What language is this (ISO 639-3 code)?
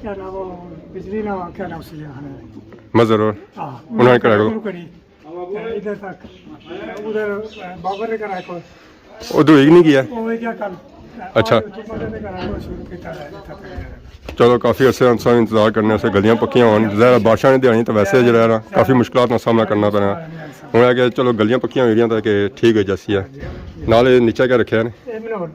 phr